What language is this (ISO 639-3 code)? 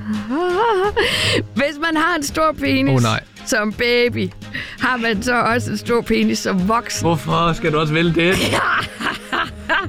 dan